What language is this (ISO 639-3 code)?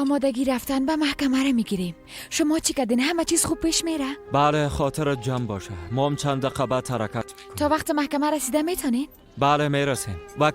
fas